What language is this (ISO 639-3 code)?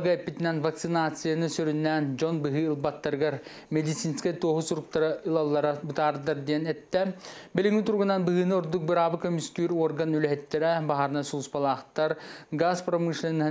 sah